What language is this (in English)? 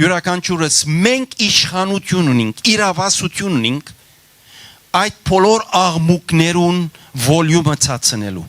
Western Armenian